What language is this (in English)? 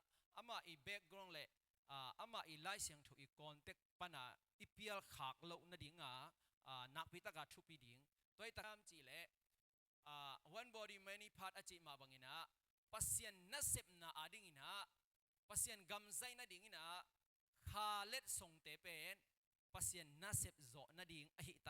Tedim Chin